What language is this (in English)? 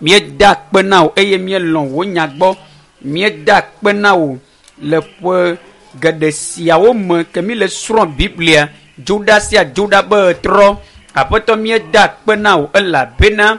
Ewe